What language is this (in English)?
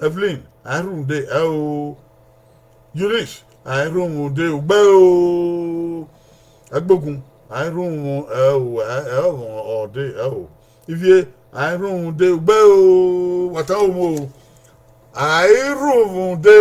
Bini